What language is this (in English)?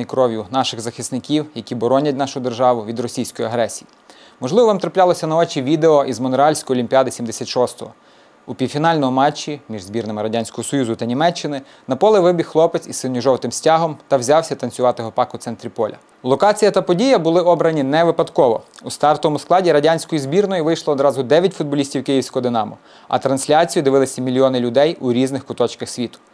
Ukrainian